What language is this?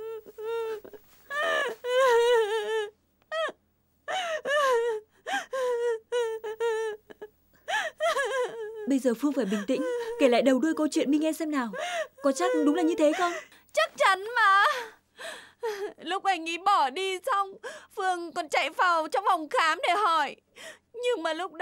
Vietnamese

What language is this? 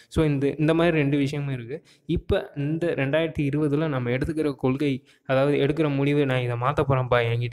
Tamil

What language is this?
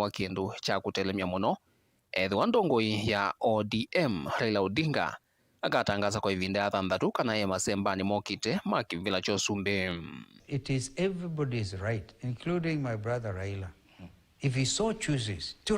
Kamba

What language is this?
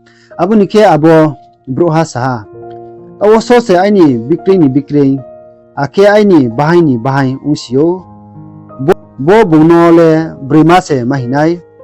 Riang (India)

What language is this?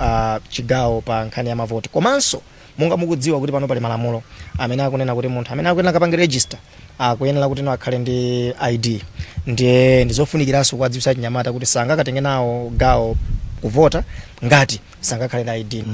Nyanja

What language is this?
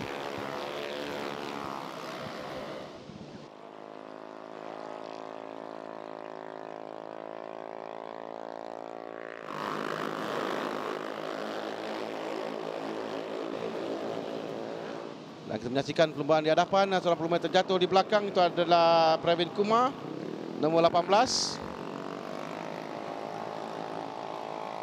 Malay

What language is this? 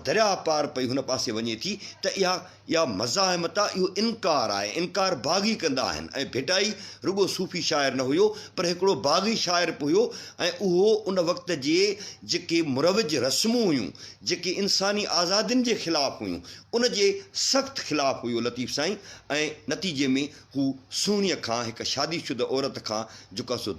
Sindhi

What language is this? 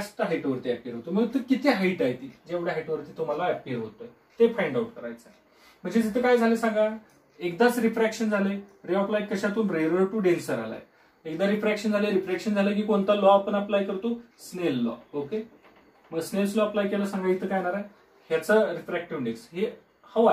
Marathi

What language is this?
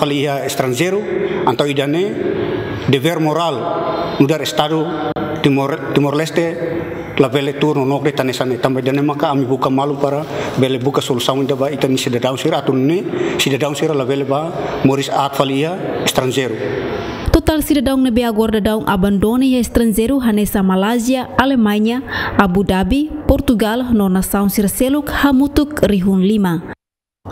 Tetum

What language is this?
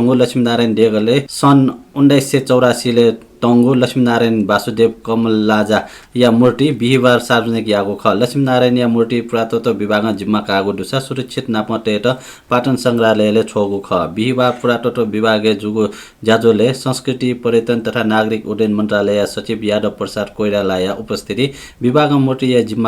Newari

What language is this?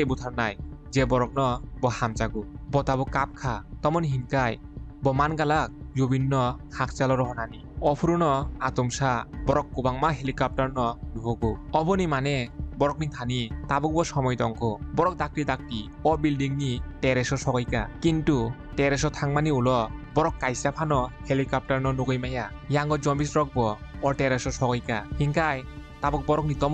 Kok Borok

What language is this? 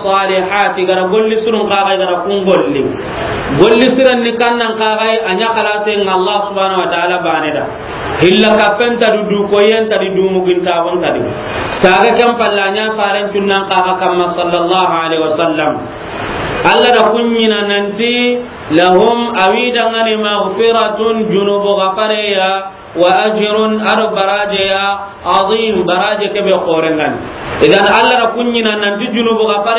Soninke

